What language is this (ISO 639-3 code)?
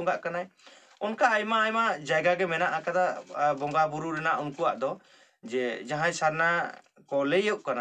sat